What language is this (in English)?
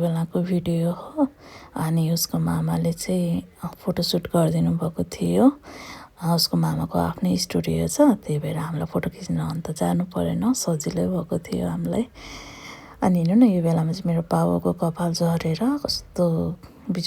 Nepali